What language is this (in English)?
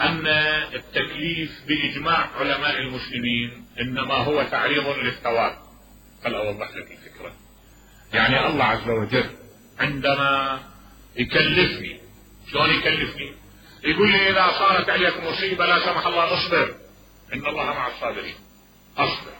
Mesopotamian Arabic